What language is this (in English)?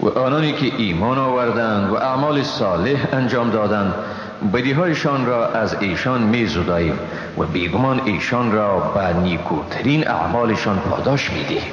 Persian